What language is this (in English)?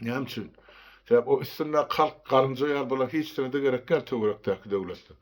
Turkmen